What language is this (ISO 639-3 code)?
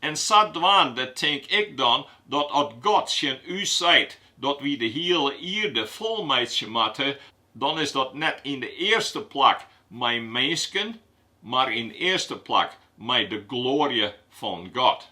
fry